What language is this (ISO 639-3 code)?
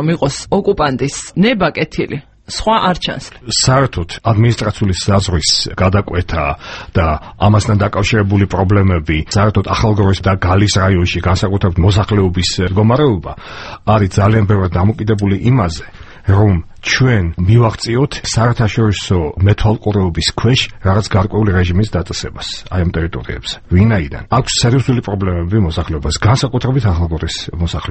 kat